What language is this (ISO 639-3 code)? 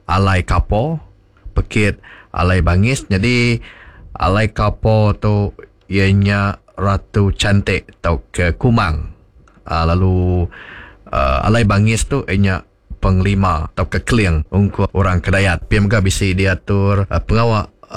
iba